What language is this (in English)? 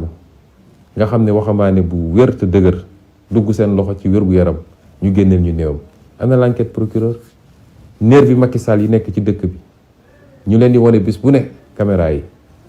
Wolof